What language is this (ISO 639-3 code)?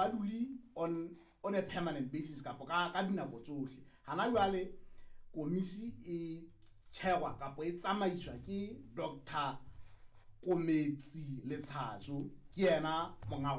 sot